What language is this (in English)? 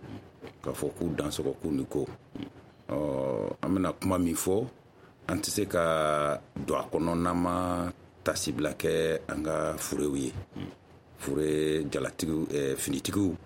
Bambara